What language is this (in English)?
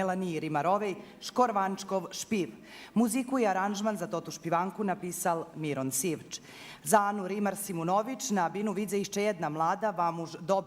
Rusyn